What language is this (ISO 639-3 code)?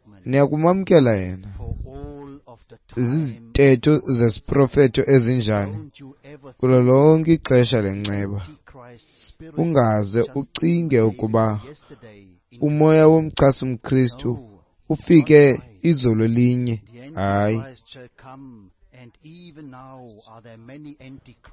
xho